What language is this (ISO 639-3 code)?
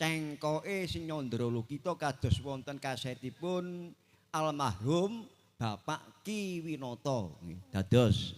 jav